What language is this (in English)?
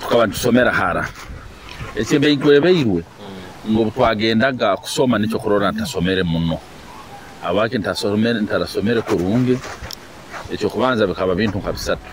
Nyoro